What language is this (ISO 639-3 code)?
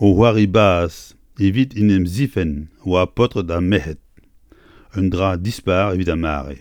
bre